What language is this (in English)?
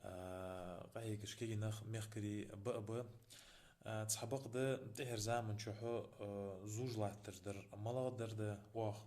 Ingush